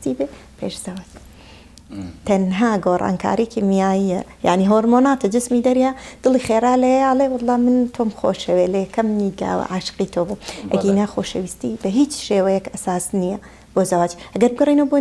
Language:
Central Kurdish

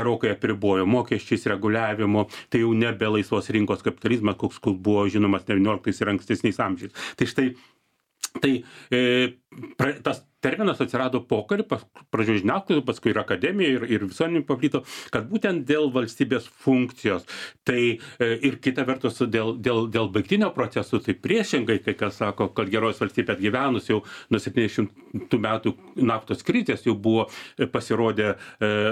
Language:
Lithuanian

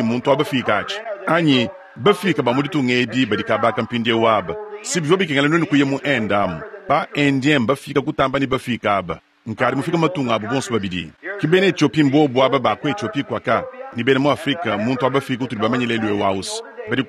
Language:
Luba-Lulua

